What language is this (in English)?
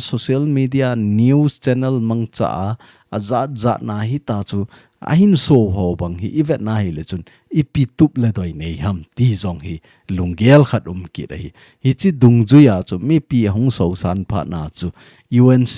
Thado Chin